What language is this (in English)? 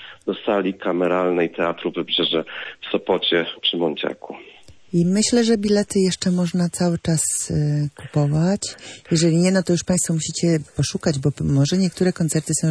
Polish